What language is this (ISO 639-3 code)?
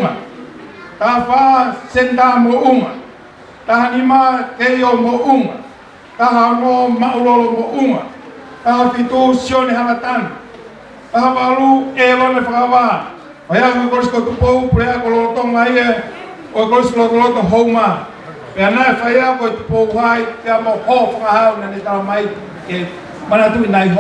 ton